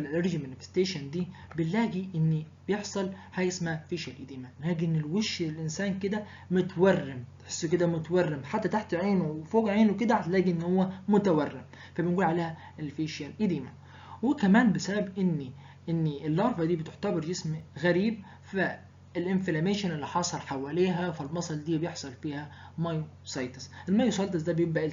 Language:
Egyptian Arabic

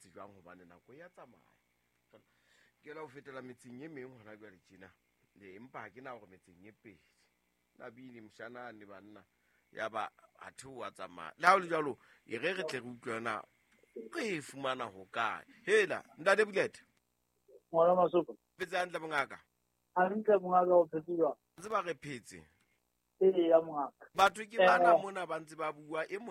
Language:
Southern Sotho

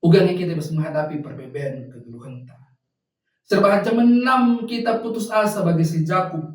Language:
Batak Karo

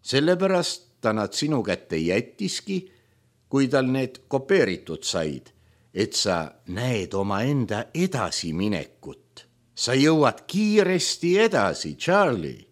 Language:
Estonian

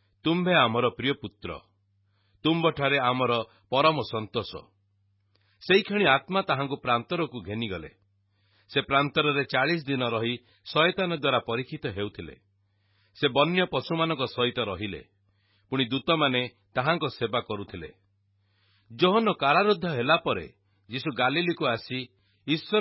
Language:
Odia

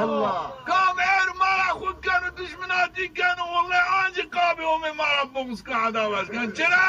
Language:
Zaza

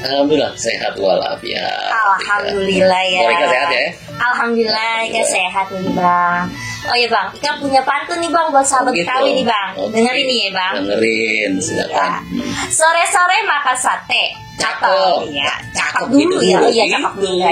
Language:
Betawi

